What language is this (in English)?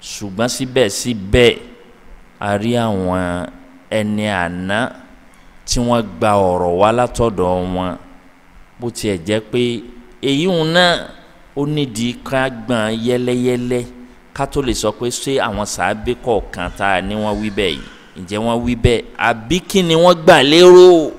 Yoruba